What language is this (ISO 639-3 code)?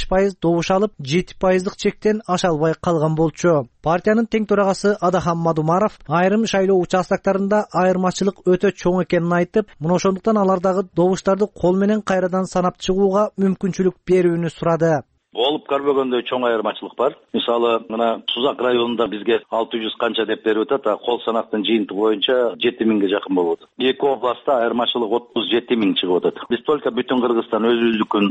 kir